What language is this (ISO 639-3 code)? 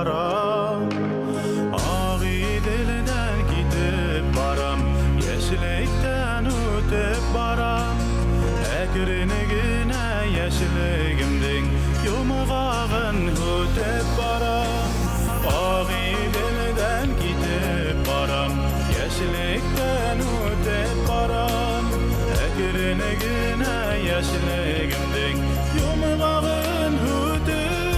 bak